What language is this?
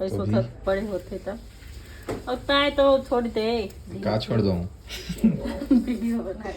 Chhattisgarhi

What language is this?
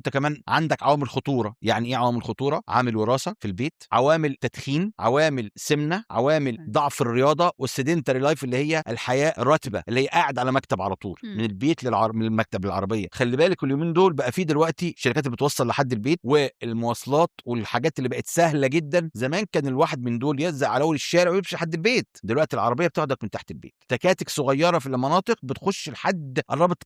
Egyptian Arabic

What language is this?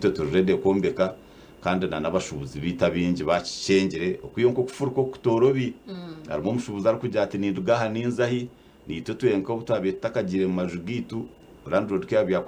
Nyankole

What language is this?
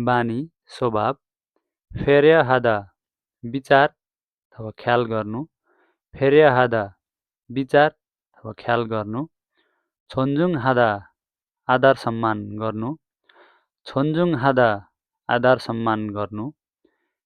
Nepali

